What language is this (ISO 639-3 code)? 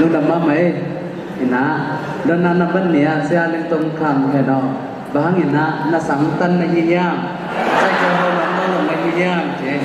ctd